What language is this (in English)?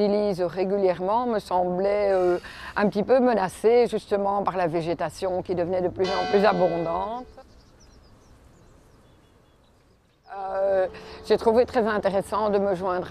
French